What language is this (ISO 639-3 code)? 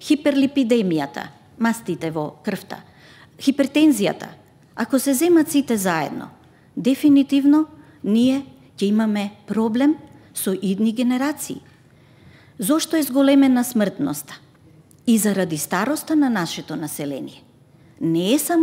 mkd